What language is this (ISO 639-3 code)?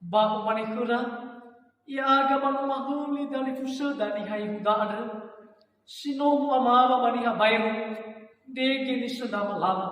nia